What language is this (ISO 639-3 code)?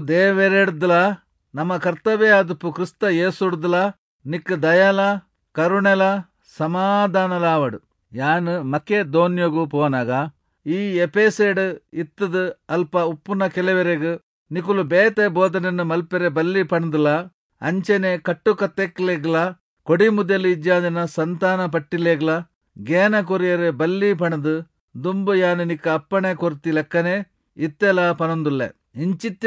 tcy